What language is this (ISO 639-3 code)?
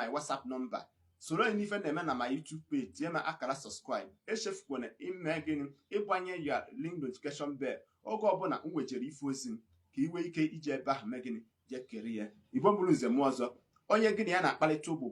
ibo